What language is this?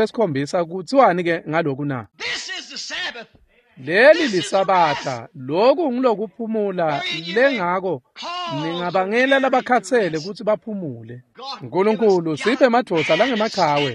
Swati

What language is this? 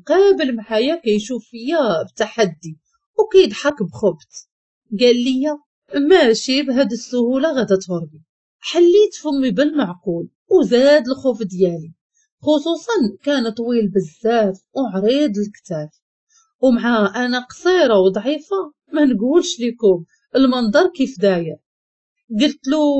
Moroccan Arabic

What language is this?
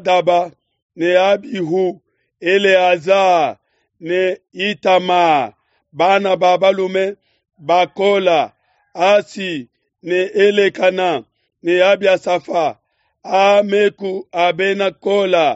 Luba-Lulua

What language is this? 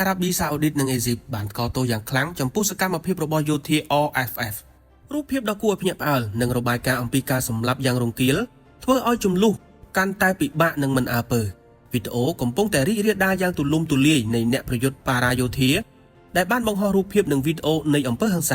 Khmer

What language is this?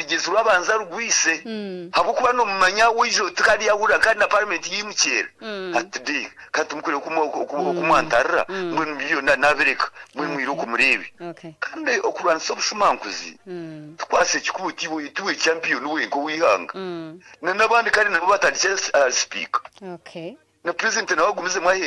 Kinyarwanda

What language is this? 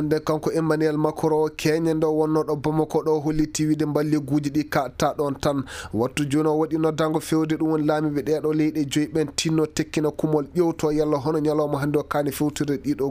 Fula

